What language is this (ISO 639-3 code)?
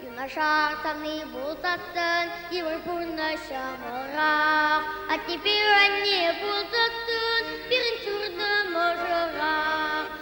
chv